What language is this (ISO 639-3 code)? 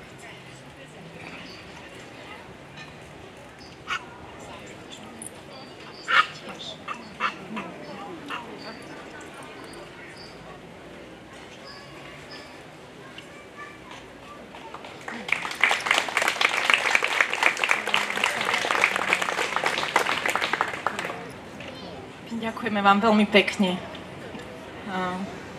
slk